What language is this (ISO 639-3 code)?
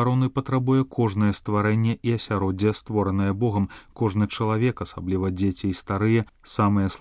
bel